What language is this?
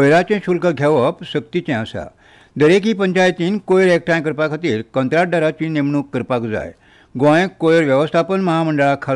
Konkani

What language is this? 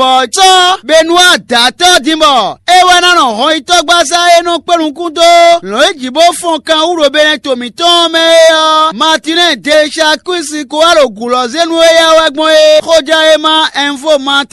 Fon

